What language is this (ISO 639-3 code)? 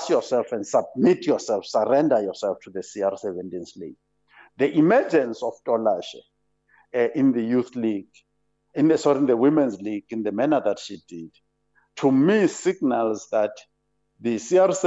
eng